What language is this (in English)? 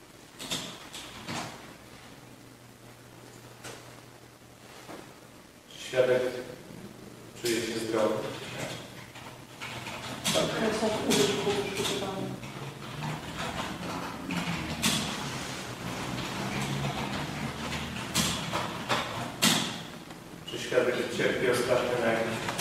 Polish